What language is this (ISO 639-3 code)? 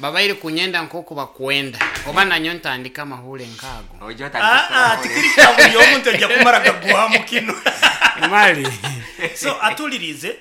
nyn